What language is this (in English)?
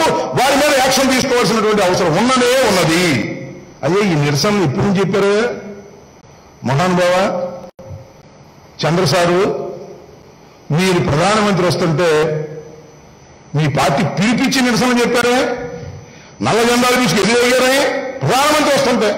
Telugu